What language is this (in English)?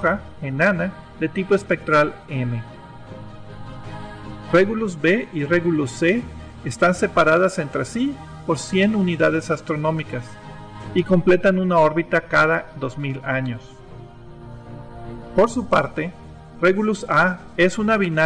Spanish